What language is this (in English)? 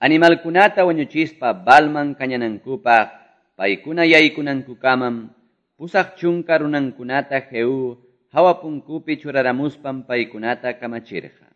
Quechua